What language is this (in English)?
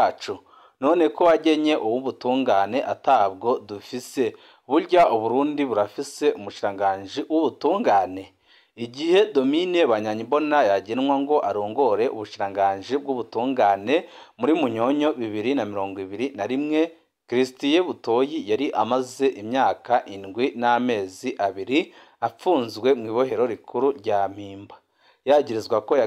Rundi